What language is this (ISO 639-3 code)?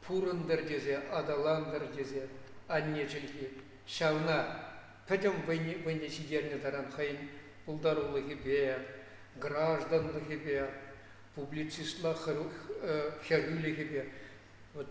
chv